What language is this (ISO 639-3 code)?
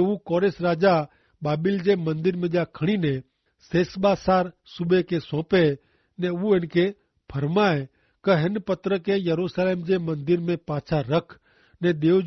kfr